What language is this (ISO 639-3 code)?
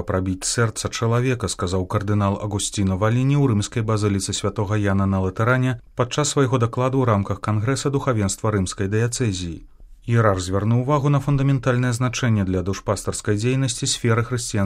bel